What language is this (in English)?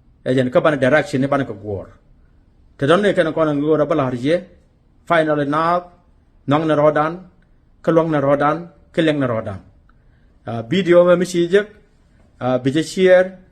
Nuer